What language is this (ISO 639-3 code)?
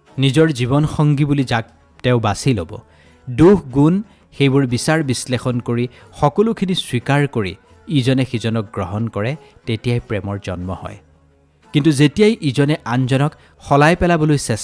asm